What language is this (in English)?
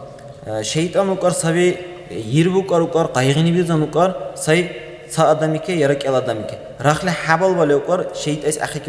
Dargwa